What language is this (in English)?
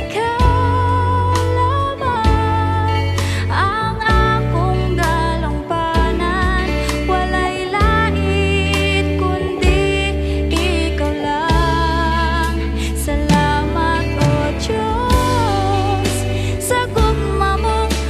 Cebuano